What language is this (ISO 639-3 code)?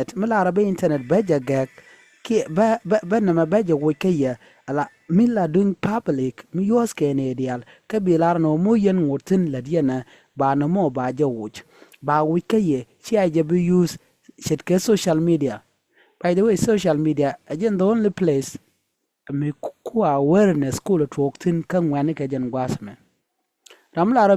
nus